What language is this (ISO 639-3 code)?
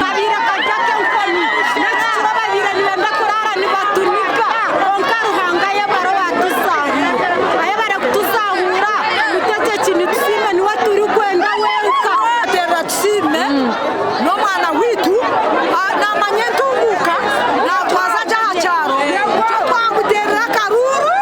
nyn